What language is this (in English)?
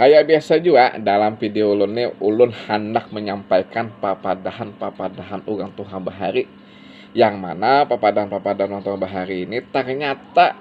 Banjar